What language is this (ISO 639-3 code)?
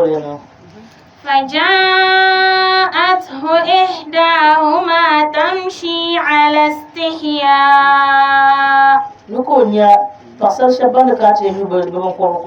dag